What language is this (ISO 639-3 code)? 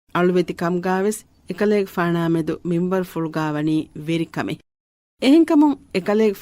div